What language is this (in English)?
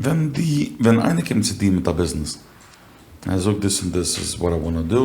Yiddish